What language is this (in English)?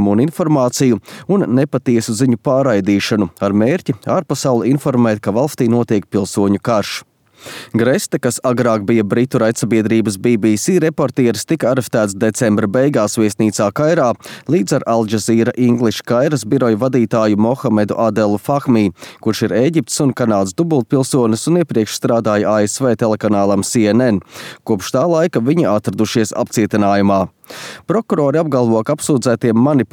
Latvian